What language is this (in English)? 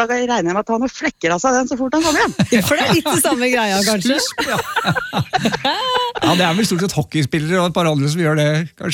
Norwegian